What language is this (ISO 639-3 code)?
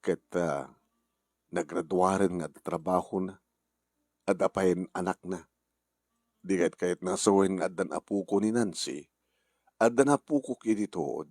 ilo